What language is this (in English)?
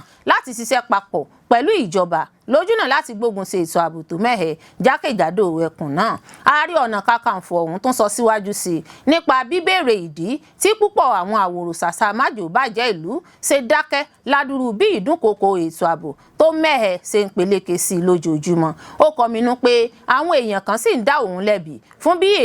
Yoruba